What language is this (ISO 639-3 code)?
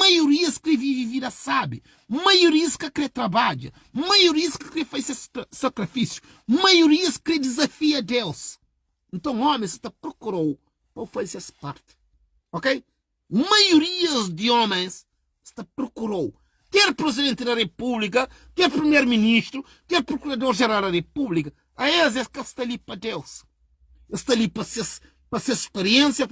kea